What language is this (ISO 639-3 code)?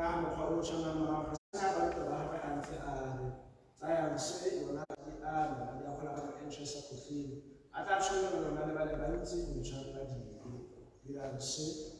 tsn